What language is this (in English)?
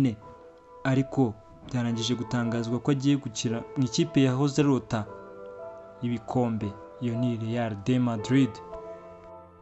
Kinyarwanda